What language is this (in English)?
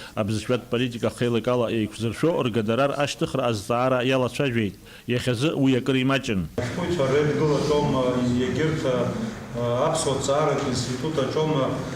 Abkhazian